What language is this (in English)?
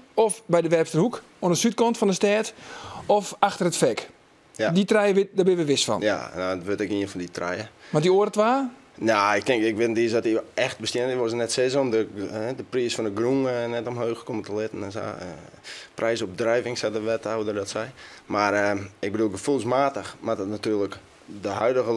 Western Frisian